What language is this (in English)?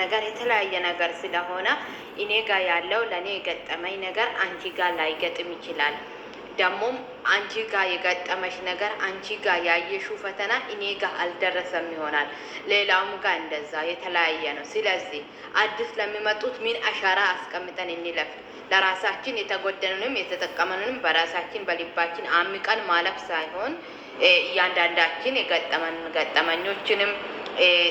Amharic